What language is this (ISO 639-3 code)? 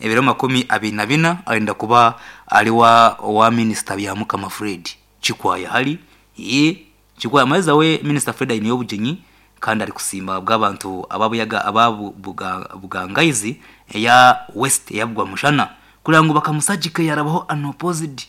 nyn